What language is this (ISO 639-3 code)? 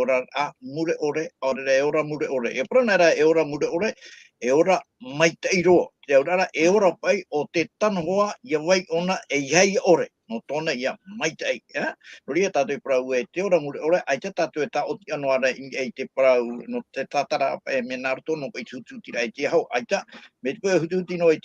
tah